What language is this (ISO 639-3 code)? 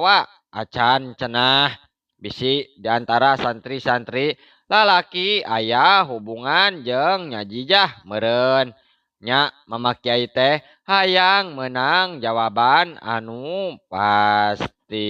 sun